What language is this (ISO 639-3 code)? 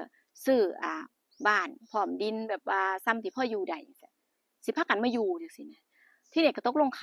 tts